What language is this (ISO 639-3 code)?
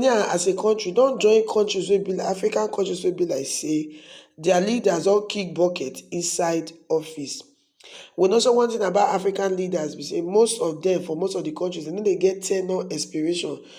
pcm